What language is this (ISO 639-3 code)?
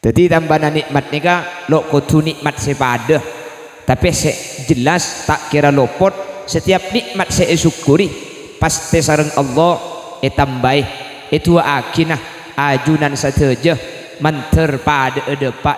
mad